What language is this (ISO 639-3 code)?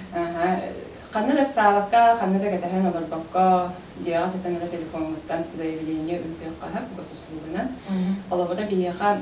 sah